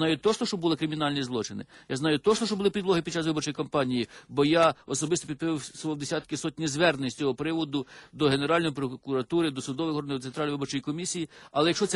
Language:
Ukrainian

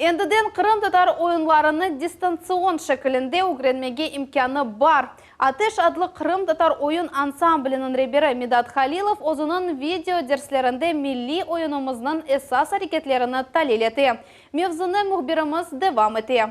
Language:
Crimean Tatar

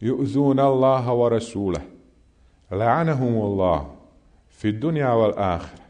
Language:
Bosnian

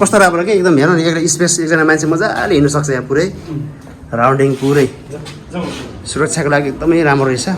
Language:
Nepali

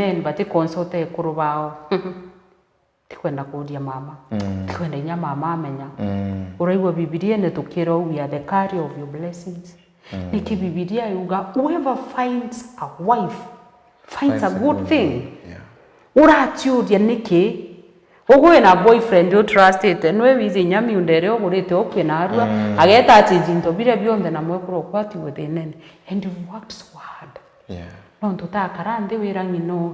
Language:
Meru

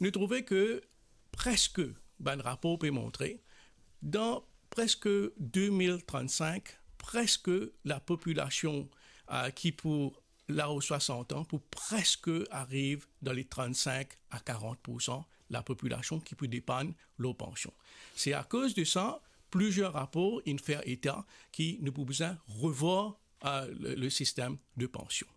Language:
Morisyen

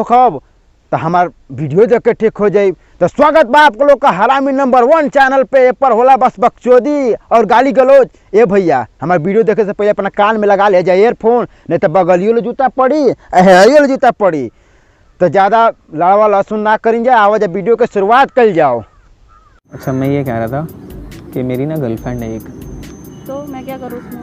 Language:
Bhojpuri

